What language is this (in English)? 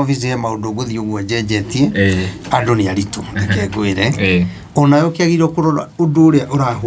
Kikuyu